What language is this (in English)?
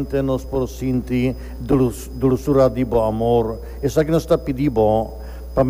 Papiamento